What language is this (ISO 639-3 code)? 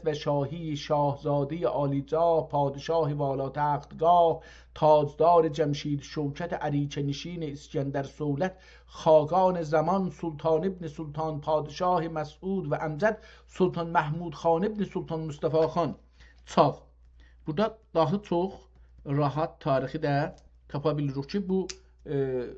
azb